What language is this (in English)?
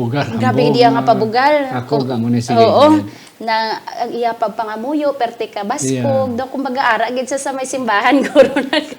Hiligaynon